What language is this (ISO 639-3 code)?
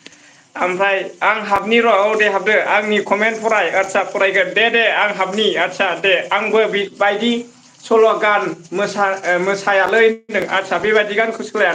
brx